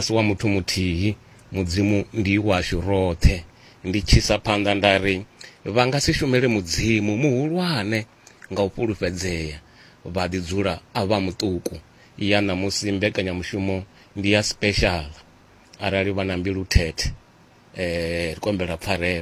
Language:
Venda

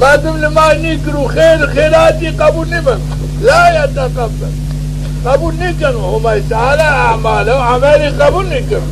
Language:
Zaza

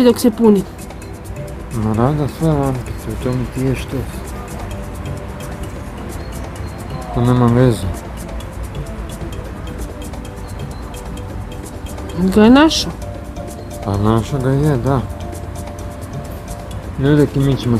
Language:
Croatian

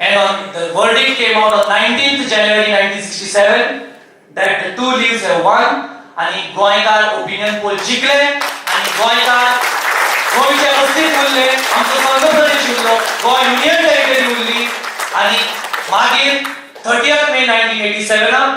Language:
Konkani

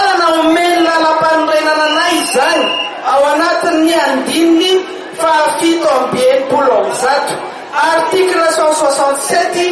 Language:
Malagasy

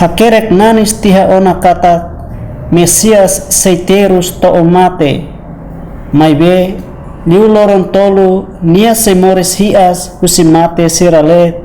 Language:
Tetum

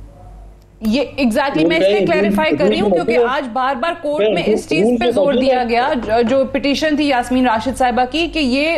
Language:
Urdu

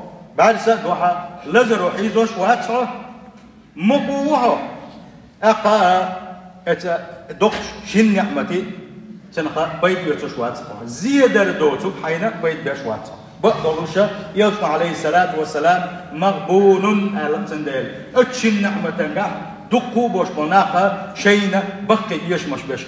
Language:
Chechen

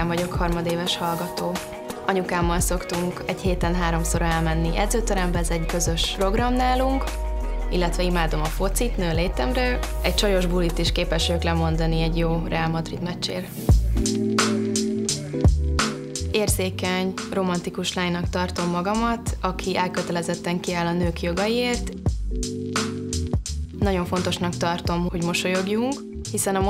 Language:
Hungarian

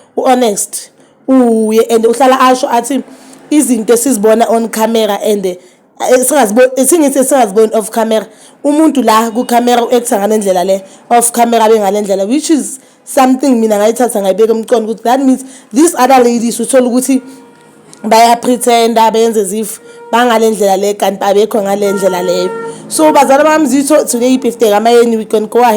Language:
Zulu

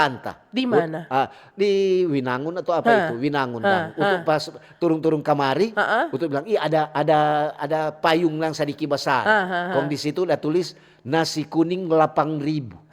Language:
Manado Malay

